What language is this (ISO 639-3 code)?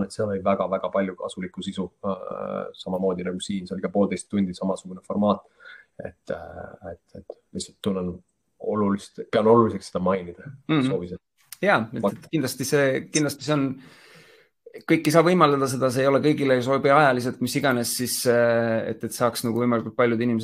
est